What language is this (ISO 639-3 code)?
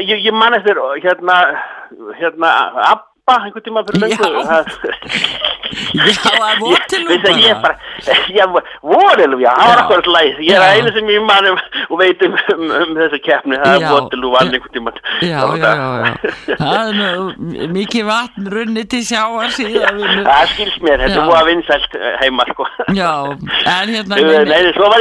isl